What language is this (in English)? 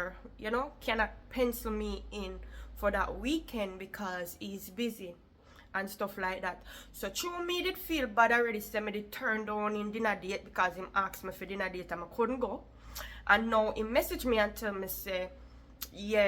Jamaican Creole English